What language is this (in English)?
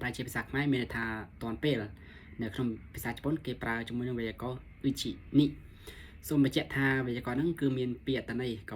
Khmer